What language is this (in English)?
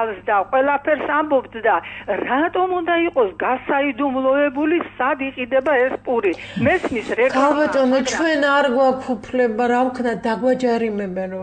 Georgian